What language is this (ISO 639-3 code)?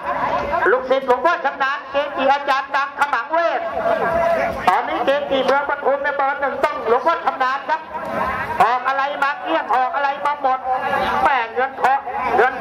tha